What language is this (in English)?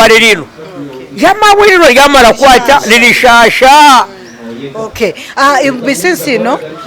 Nyankole